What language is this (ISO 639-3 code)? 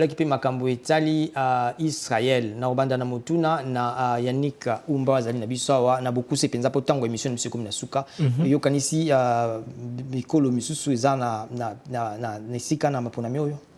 lin